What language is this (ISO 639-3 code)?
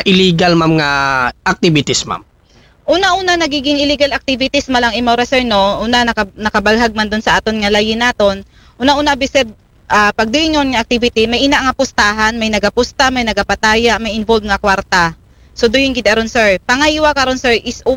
akl